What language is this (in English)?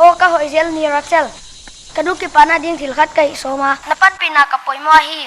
Paite Chin